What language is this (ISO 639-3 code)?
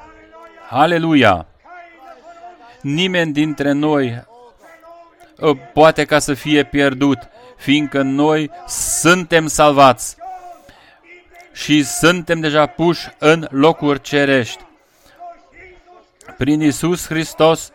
ron